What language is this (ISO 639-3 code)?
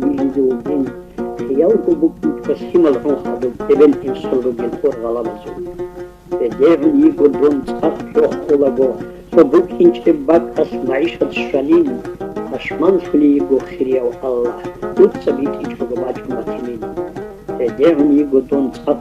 ava